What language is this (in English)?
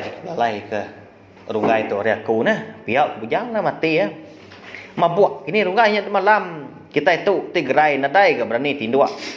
Iban